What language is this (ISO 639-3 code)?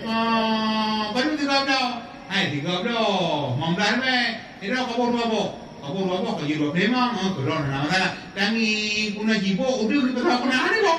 ace